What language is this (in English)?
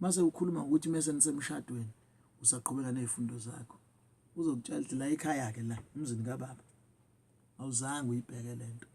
Zulu